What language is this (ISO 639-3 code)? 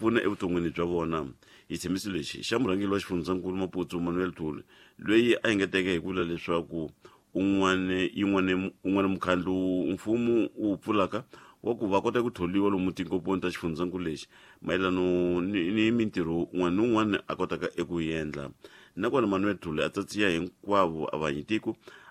tso